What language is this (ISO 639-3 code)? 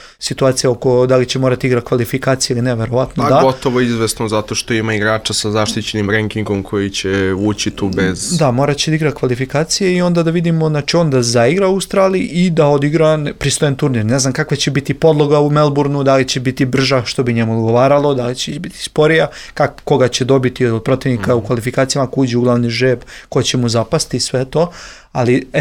srp